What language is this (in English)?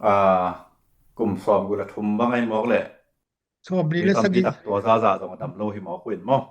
Tedim Chin